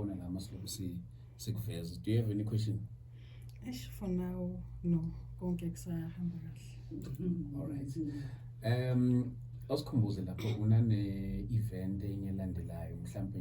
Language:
Zulu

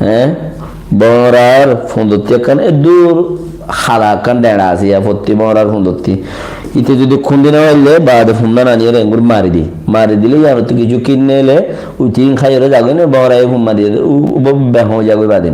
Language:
Rohingya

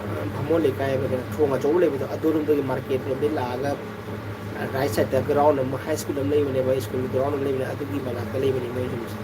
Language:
Manipuri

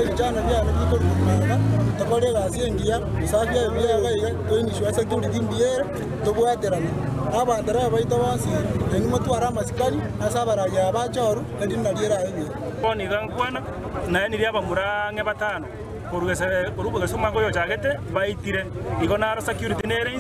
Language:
Gusii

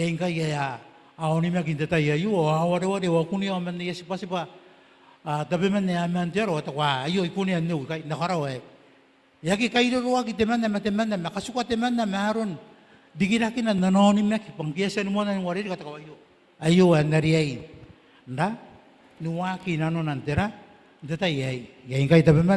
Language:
Gilbertese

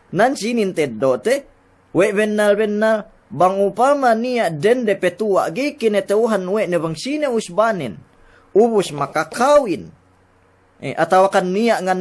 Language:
Yakan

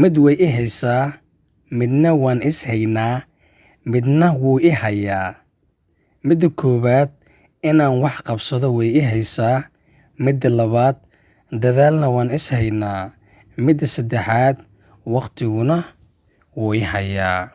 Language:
Somali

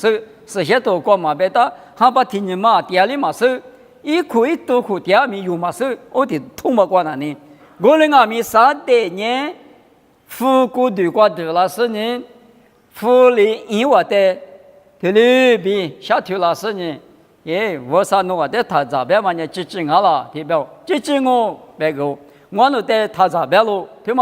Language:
Lisu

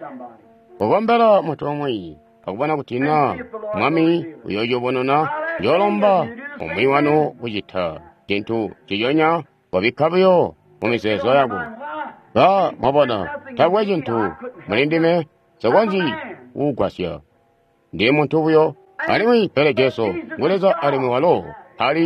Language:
Tonga (Zambia)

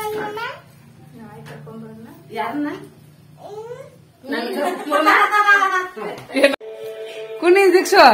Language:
Kannada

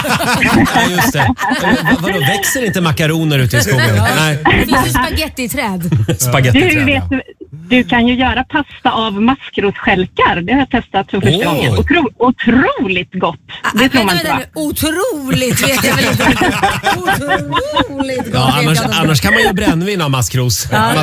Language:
Swedish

